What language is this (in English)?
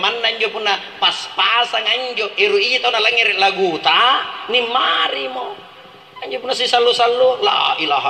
Makasar